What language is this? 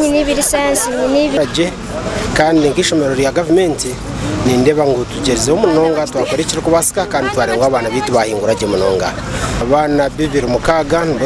Nyankole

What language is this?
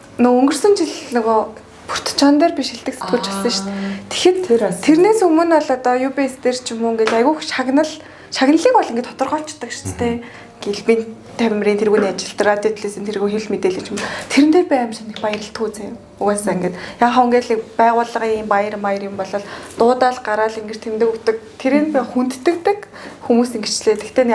Mongolian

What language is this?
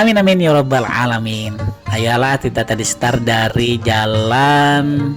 Banjar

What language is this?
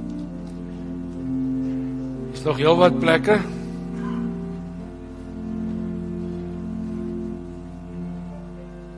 Afrikaans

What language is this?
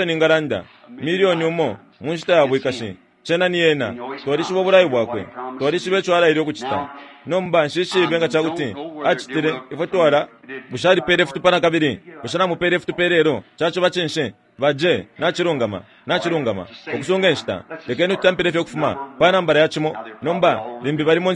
Bemba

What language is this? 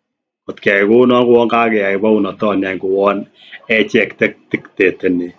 Kalenjin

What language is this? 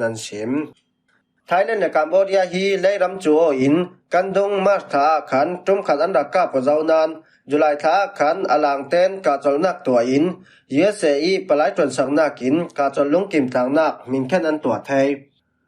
Falam Chin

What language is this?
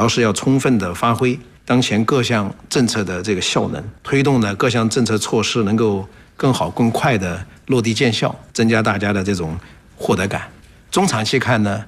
Chinese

